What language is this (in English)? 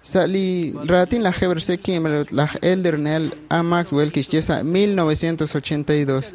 Kekchí